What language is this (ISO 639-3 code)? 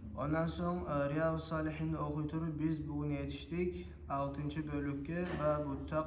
kum